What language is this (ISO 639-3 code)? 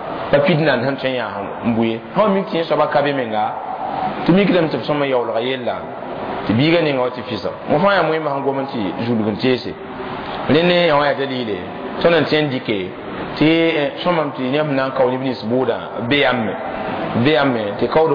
mos